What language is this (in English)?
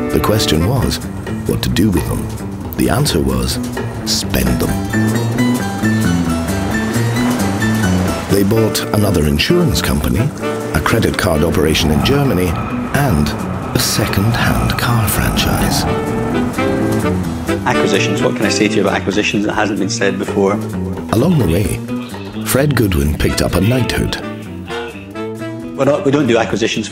English